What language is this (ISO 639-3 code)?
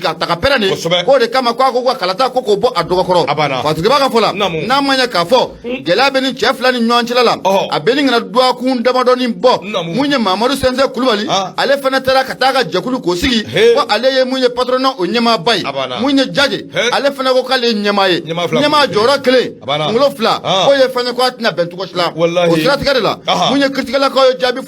bam